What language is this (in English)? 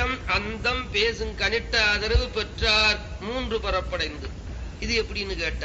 Tamil